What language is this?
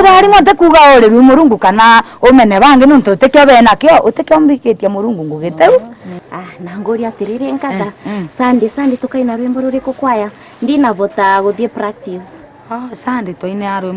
Meru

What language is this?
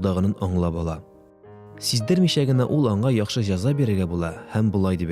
Tatar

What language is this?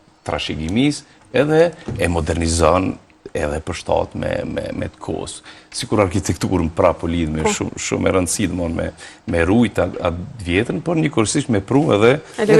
Albanian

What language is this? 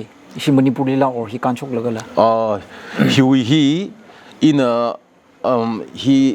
Tangkhul Naga (India)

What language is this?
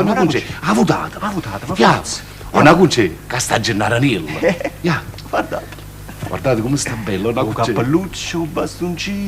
Neapolitan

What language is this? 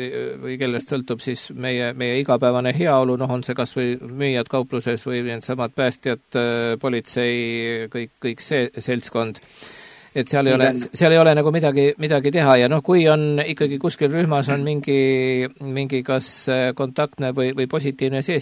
Estonian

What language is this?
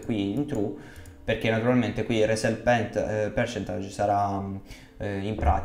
Italian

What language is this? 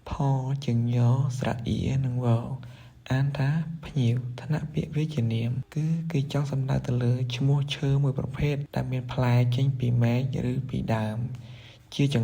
Khmer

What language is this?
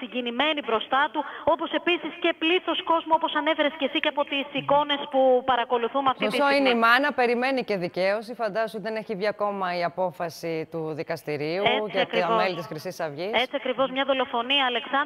Greek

